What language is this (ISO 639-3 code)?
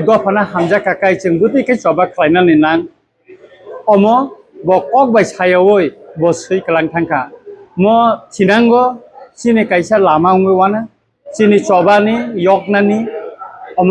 trp